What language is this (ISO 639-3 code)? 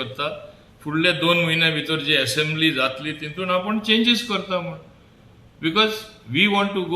kok